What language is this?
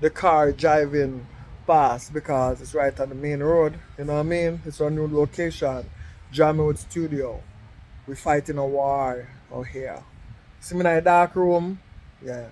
Jamaican Creole English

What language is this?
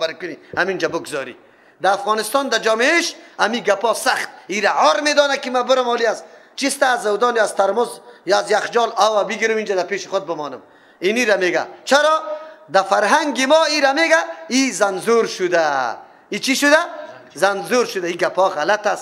Persian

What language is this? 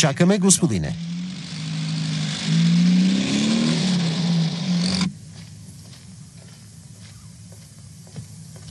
Bulgarian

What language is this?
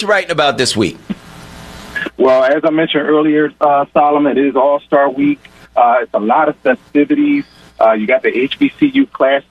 English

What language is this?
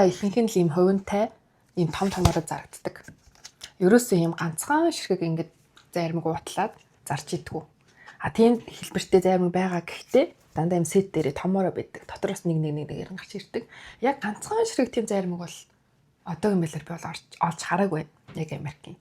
Mongolian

